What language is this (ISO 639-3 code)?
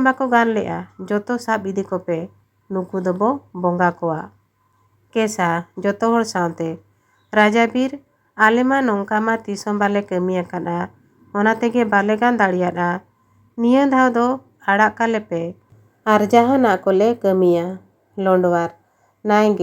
sat